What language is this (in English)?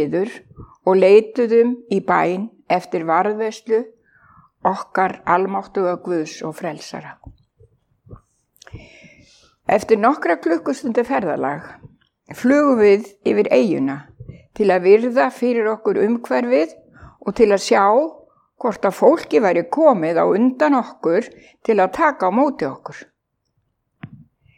Icelandic